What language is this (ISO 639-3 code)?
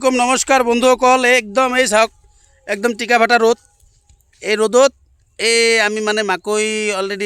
asm